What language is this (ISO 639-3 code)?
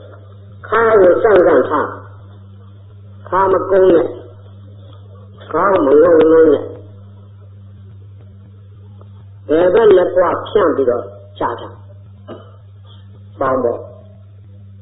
mya